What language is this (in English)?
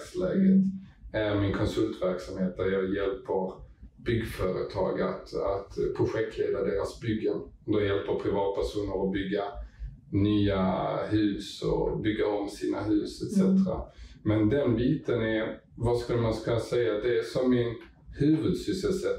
Swedish